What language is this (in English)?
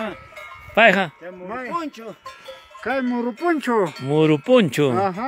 Ayacucho Quechua